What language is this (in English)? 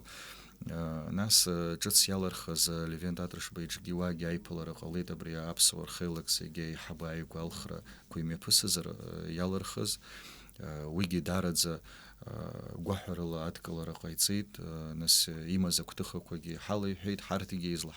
Abkhazian